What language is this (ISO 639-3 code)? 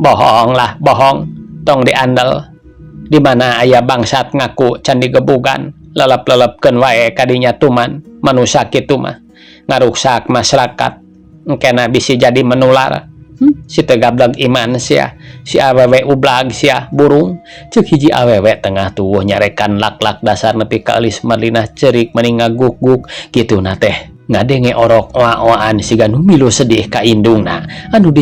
sun